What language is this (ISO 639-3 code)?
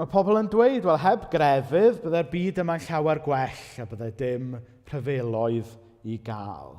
cym